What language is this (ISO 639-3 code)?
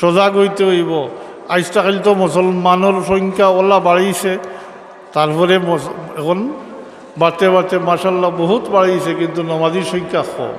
syl